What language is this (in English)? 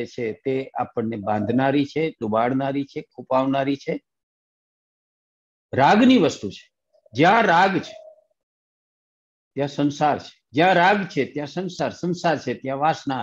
Gujarati